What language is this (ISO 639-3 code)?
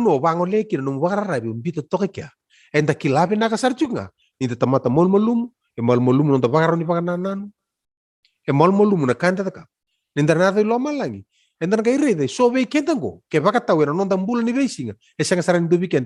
fij